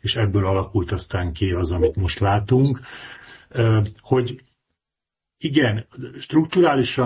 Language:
Hungarian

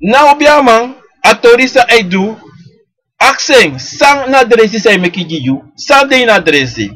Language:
Sranan Tongo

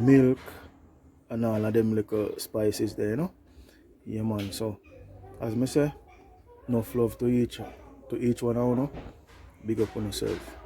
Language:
Jamaican Creole English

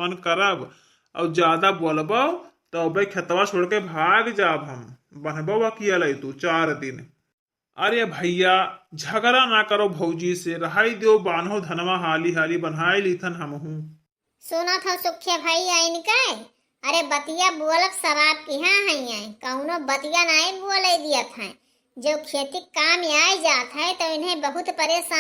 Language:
Awadhi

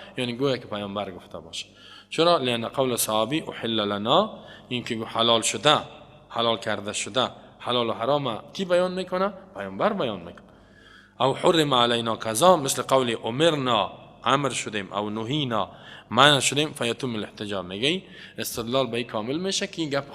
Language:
Persian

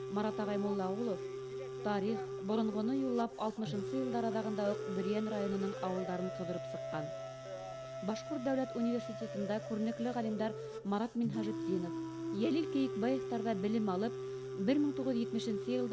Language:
Bashkir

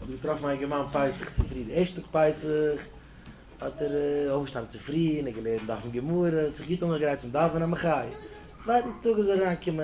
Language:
Yiddish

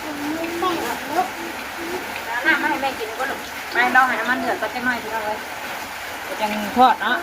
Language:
Northeastern Thai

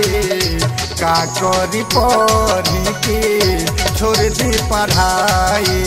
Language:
Bhojpuri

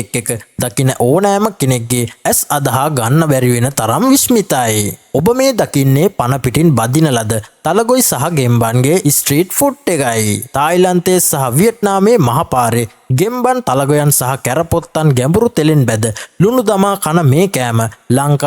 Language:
Sinhala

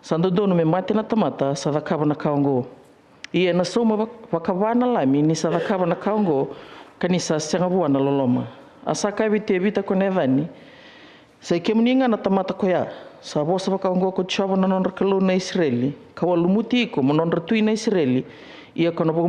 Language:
Fijian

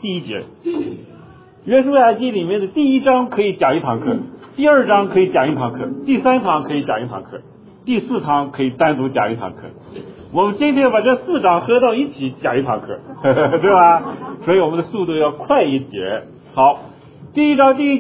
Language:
Chinese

